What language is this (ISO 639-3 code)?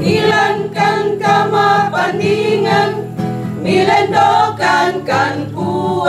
sda